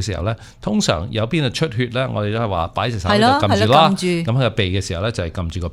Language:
Cantonese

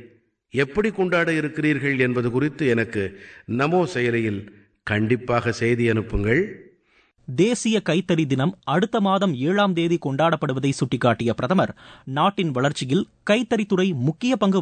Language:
Tamil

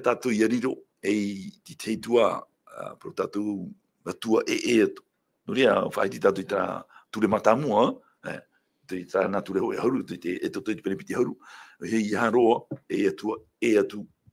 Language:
Tahitian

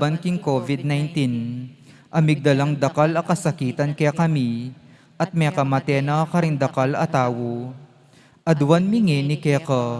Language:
Pampanga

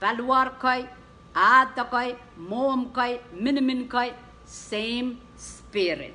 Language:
Pohnpeian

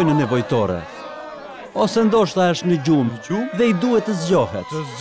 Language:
Albanian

